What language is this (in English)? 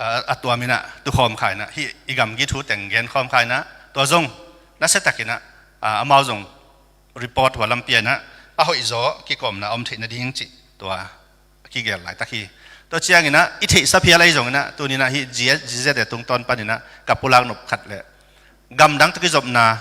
Tedim Chin